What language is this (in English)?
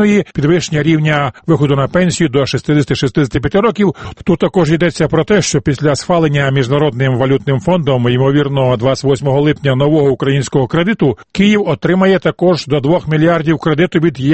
Ukrainian